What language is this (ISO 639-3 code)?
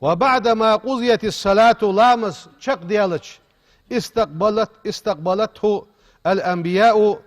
inh